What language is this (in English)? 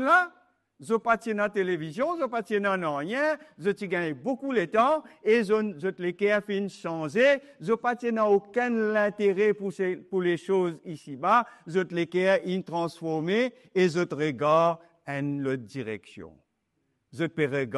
Morisyen